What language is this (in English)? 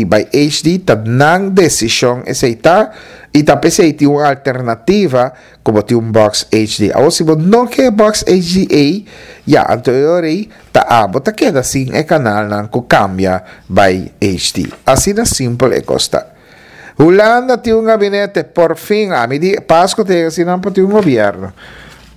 Papiamento